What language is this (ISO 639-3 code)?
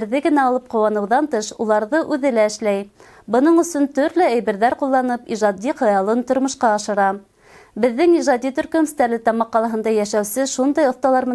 bak